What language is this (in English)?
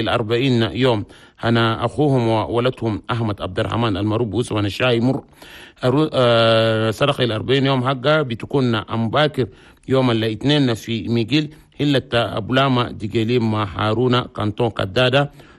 Chadian Arabic